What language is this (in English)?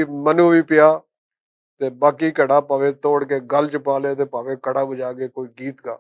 Western Panjabi